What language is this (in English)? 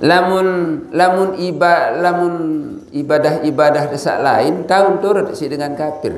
Sasak